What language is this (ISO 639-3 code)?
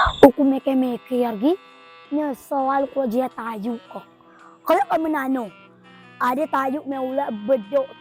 rej